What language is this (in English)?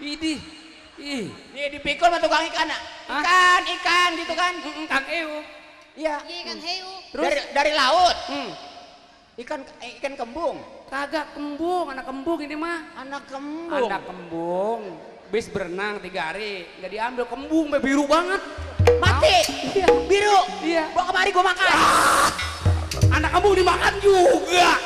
Betawi